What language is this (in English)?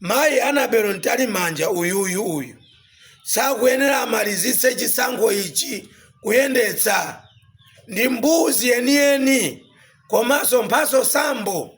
Nyanja